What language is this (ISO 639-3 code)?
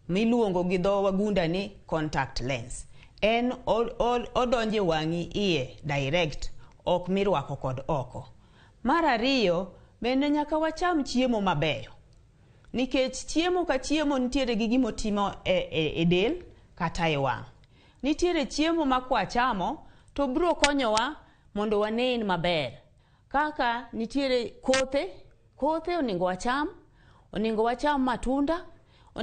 luo